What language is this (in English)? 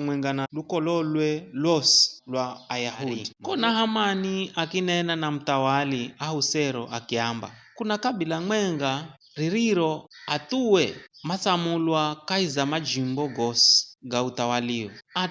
Giryama